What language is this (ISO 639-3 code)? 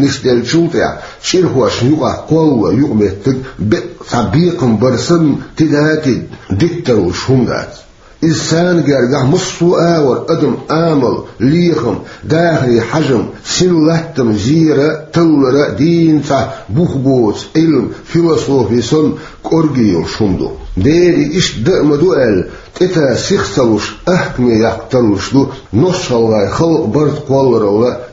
che